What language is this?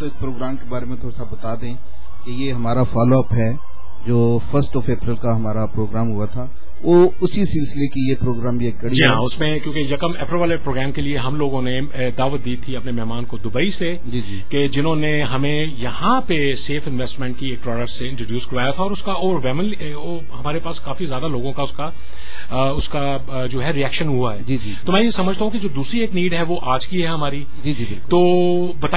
Urdu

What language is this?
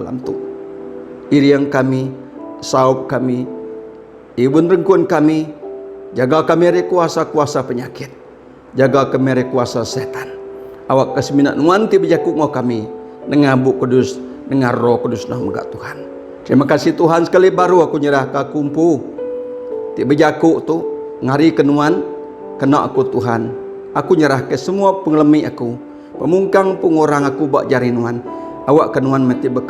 Iban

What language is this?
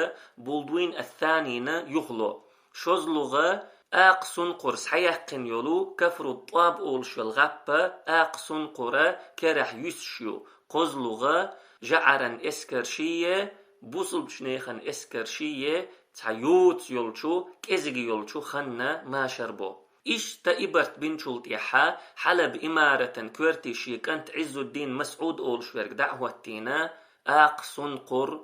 Chechen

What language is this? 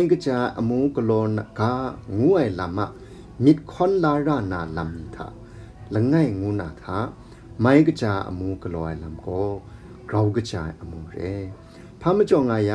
Kachin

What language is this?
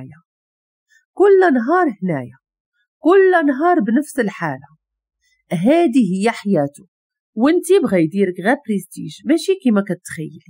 Moroccan Arabic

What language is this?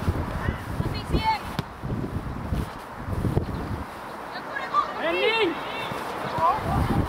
Swedish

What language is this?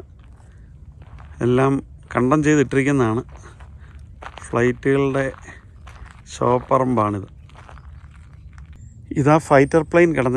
Malayalam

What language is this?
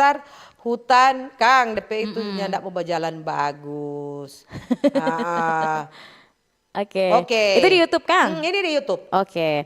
Manado Malay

